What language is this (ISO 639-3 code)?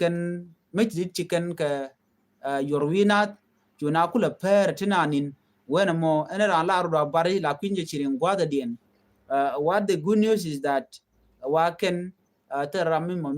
nus